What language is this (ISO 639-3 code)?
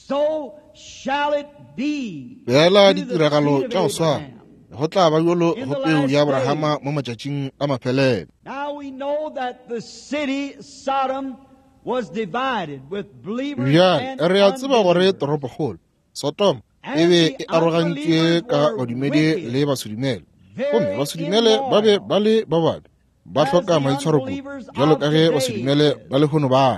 nso